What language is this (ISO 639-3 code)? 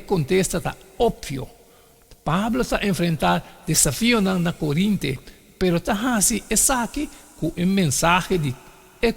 pap